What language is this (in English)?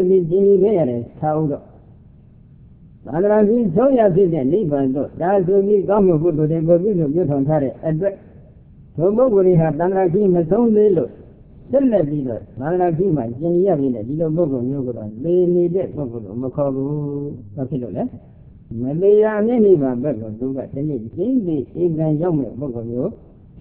Burmese